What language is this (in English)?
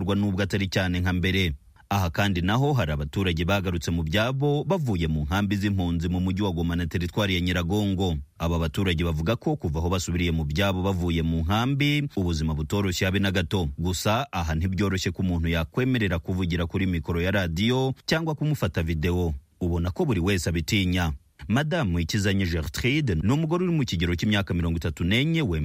Kinyarwanda